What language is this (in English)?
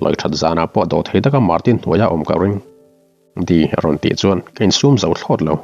Mizo